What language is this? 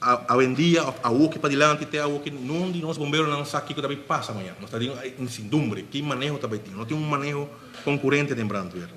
Papiamento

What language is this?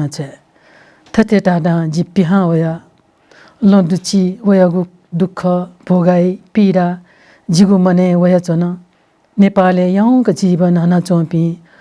Newari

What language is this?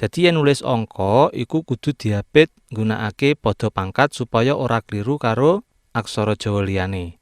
Javanese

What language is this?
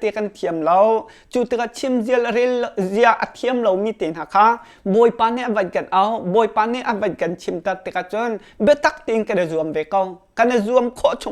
Hakha Chin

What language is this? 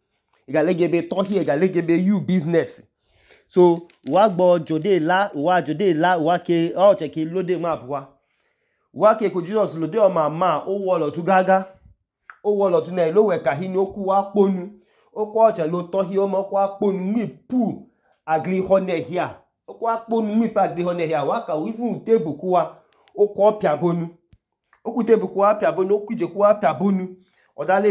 Idoma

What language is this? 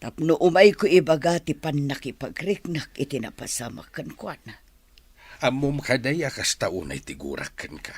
Iloko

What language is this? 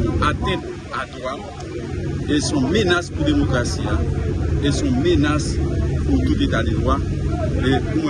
Haitian Creole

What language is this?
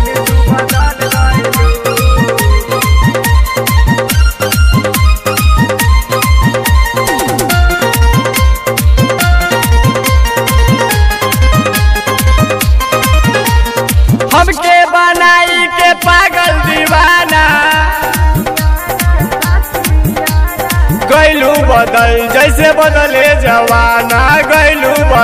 Bhojpuri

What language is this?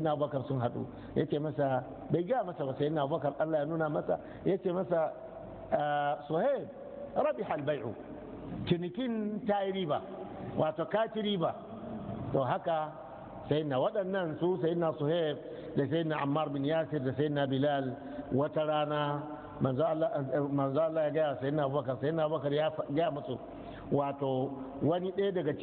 Hausa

